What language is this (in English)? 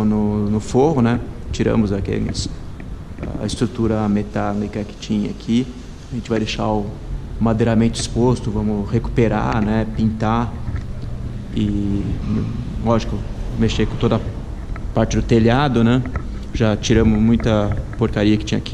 Portuguese